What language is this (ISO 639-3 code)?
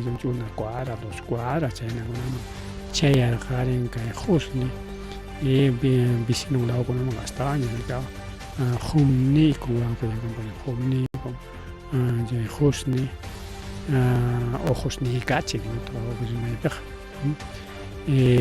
quy